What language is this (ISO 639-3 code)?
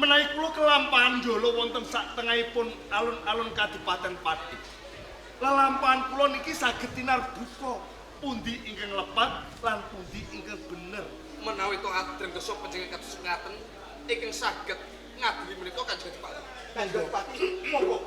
jav